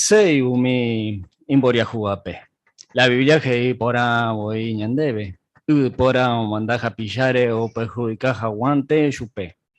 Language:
Guarani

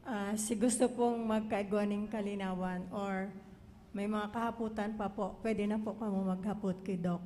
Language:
Bikol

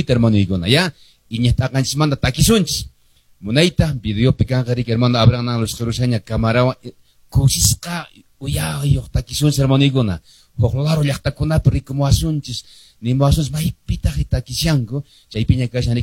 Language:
Quechua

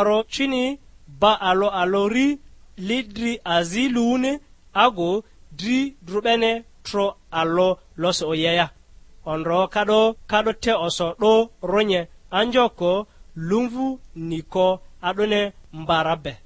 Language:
Lugbara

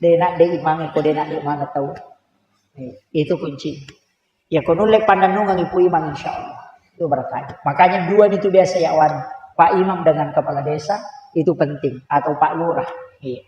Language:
Buginese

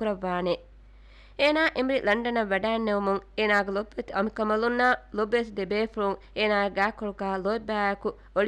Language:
Divehi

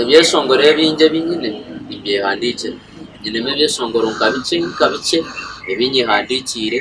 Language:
Nyankole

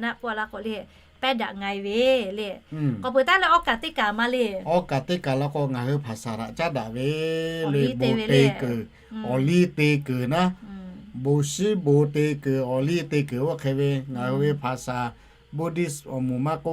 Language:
Lahu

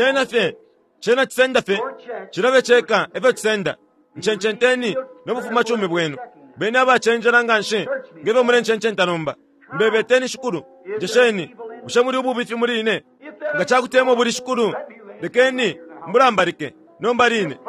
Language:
Bemba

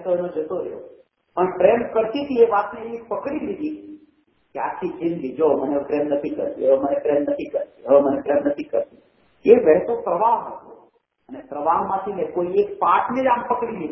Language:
Gujarati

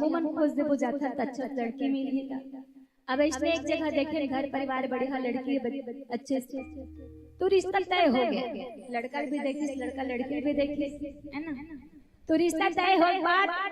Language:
Chhattisgarhi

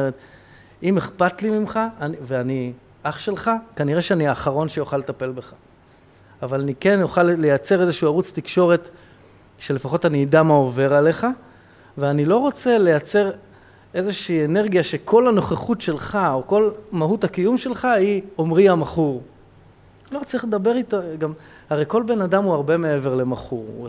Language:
Hebrew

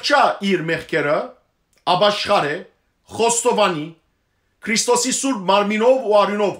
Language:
Western Armenian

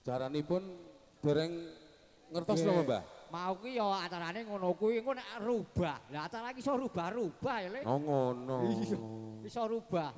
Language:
Javanese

